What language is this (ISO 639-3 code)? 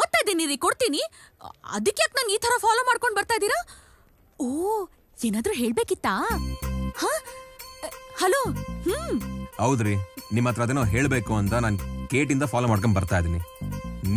kan